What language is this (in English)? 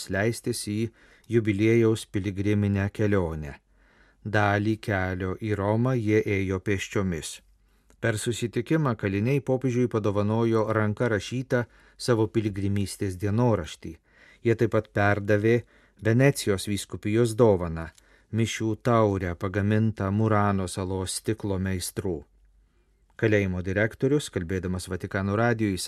Lithuanian